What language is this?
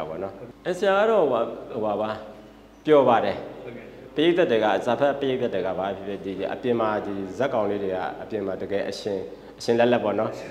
Burmese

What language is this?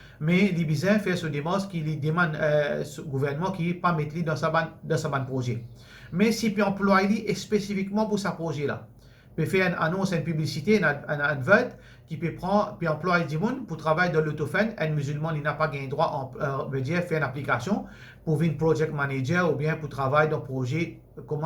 Morisyen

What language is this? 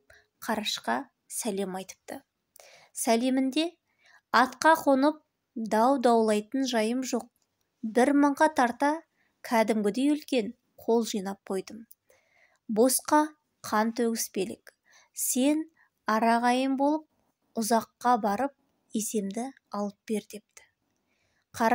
Kazakh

